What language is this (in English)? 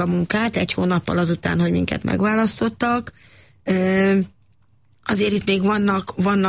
Hungarian